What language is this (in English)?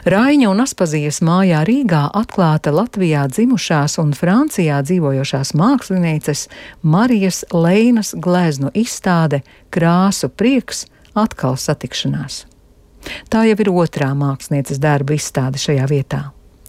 Latvian